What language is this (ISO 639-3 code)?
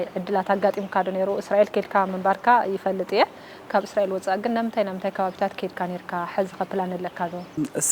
tir